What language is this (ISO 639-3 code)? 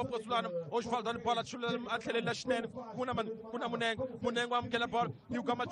tso